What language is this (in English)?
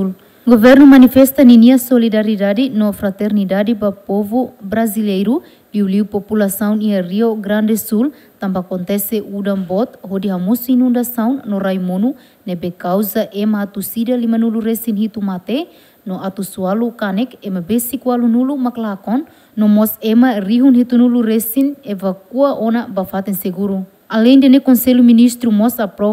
Tetum